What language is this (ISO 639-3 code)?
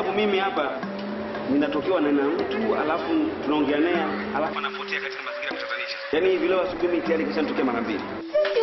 swa